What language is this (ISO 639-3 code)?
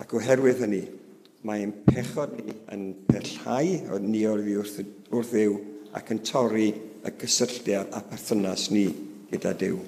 cym